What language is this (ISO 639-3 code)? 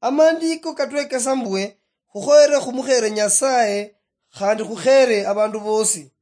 luy